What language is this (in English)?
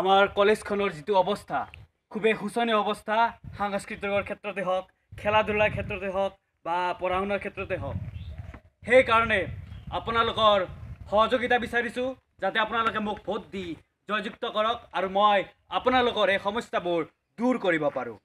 Assamese